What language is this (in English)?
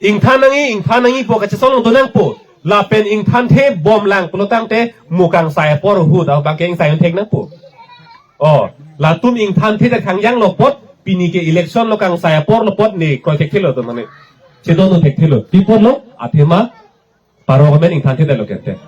Karbi